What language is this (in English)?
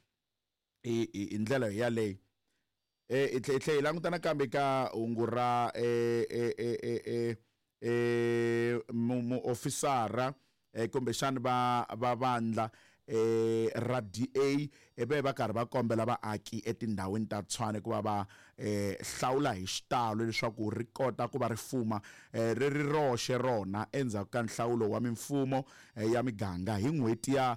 Tsonga